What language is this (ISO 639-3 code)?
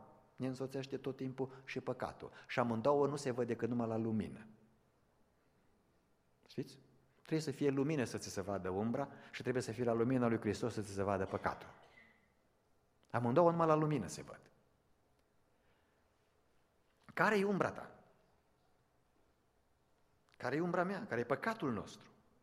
ron